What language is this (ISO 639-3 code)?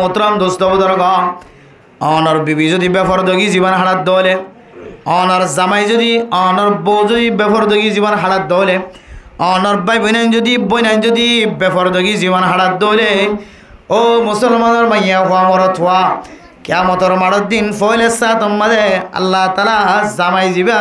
rhg